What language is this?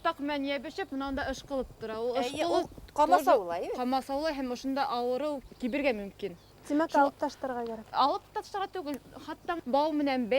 Bashkir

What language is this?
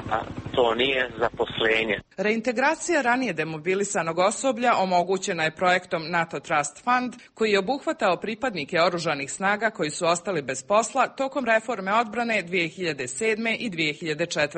Croatian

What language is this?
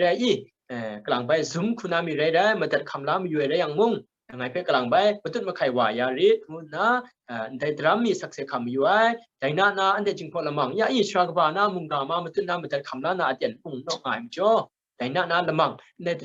Kachin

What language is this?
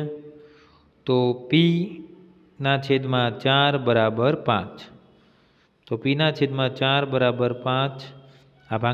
Gujarati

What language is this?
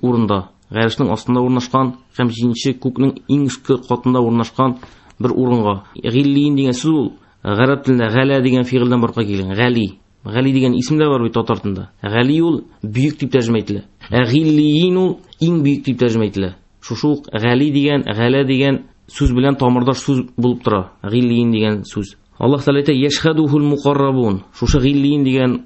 Tatar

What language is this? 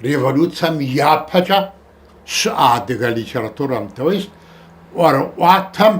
Kabardian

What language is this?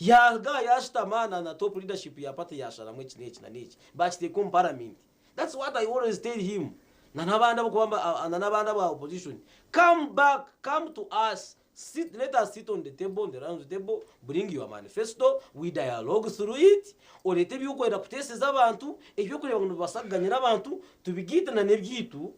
Nyankole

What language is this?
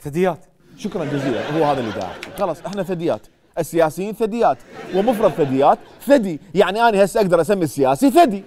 Mesopotamian Arabic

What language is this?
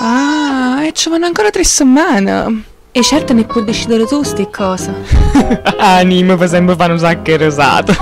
Neapolitan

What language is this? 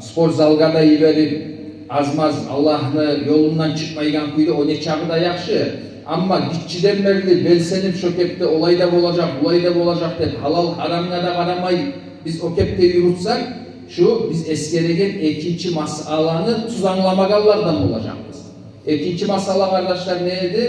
Kumyk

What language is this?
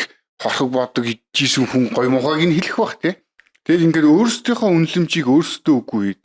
Mongolian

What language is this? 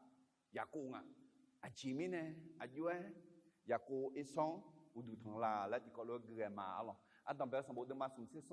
Akha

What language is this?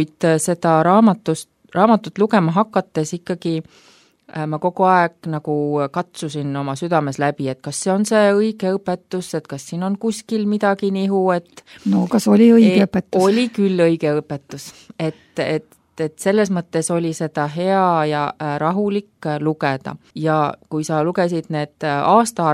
Estonian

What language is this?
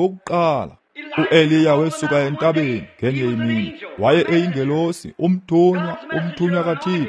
Xhosa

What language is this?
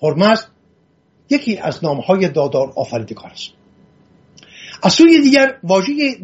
Persian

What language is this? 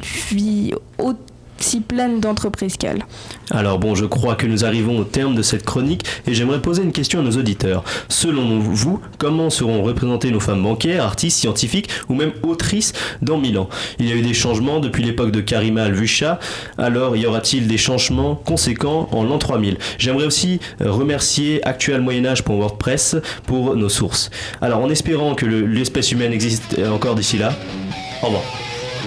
French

